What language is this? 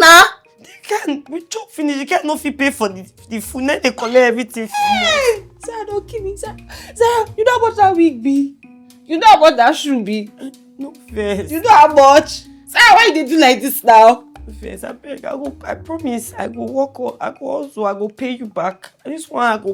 Nigerian Pidgin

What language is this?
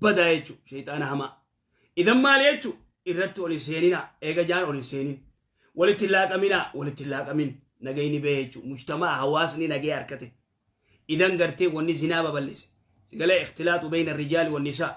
Oromo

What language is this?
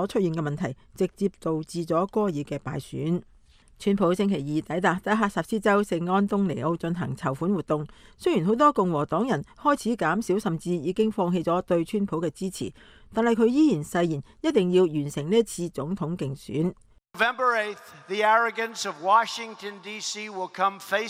Cantonese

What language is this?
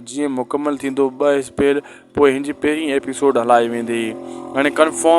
Sindhi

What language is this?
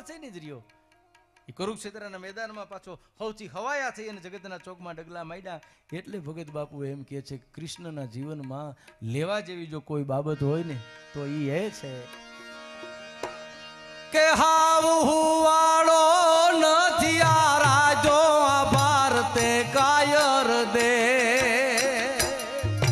Gujarati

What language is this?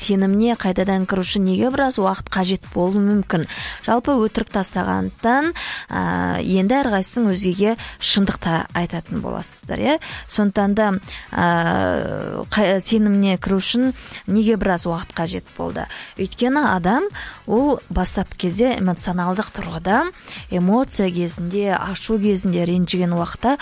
Kazakh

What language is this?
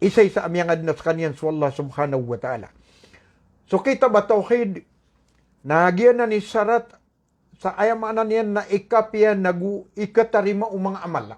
Maranao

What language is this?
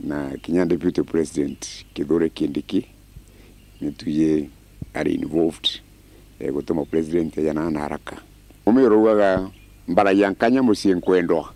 Meru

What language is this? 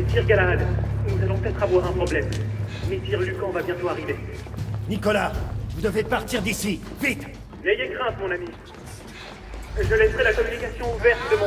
French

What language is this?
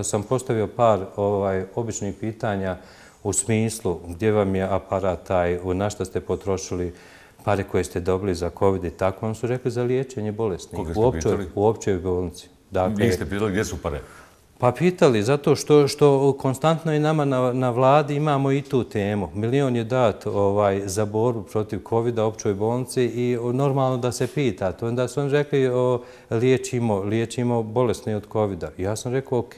Bosnian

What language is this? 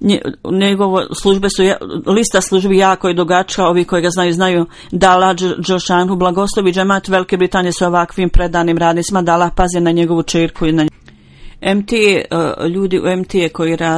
Bosnian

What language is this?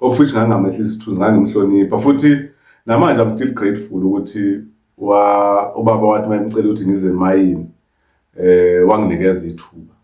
Zulu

